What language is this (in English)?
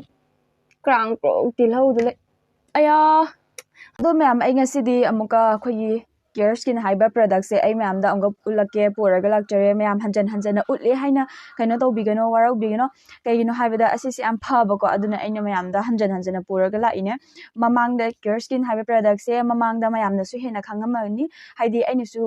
Manipuri